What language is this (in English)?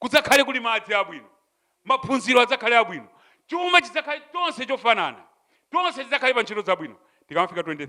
Nyanja